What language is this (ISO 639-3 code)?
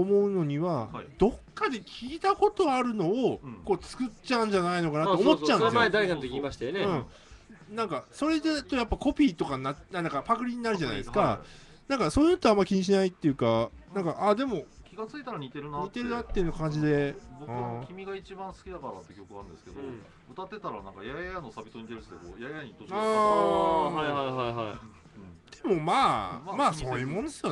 jpn